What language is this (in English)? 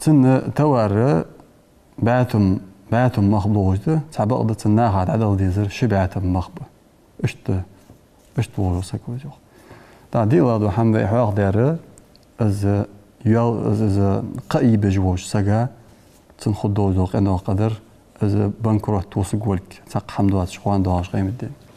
Ingush